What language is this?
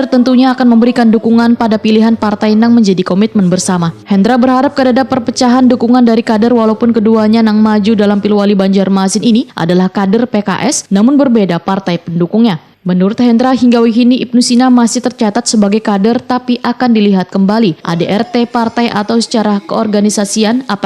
Banjar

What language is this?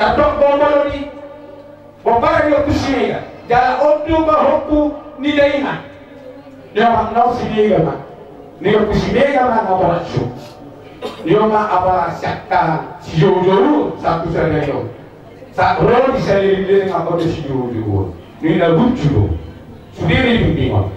Batak Toba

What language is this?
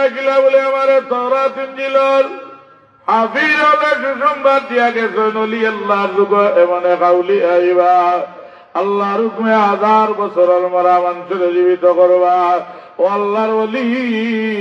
Sylheti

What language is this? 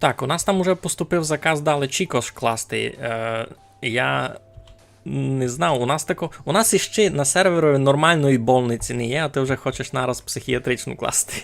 Rusyn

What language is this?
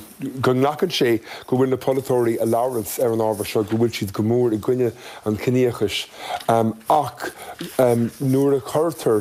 Irish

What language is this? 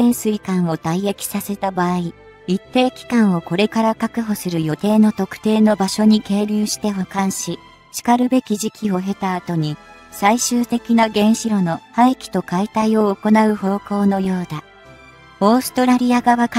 Japanese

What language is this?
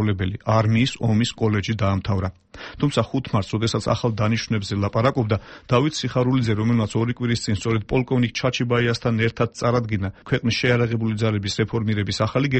Georgian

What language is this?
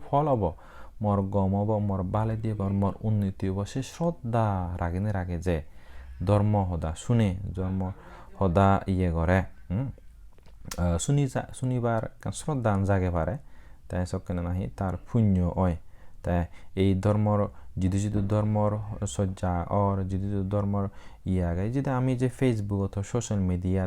Chakma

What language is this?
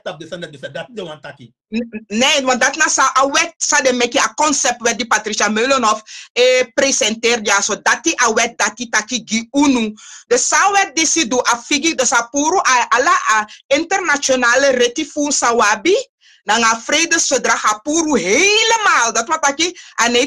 Sranan Tongo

